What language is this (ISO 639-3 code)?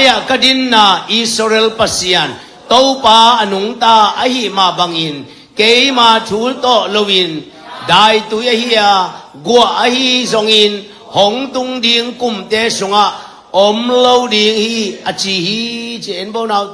ctd